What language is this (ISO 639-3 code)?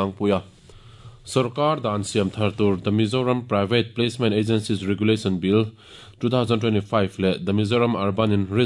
lus